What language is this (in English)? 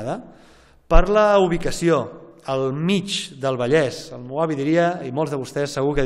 Catalan